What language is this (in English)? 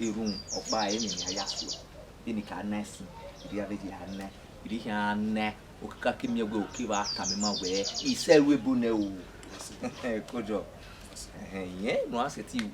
Bini